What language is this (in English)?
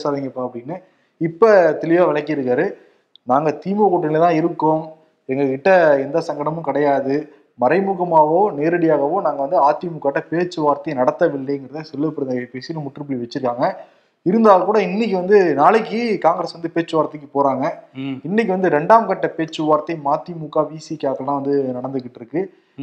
Tamil